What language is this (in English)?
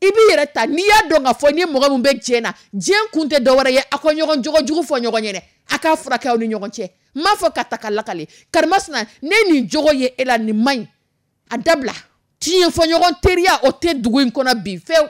Dyula